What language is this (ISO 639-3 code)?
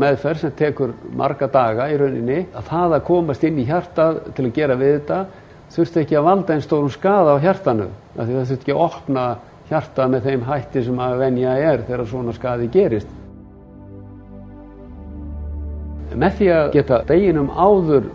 isl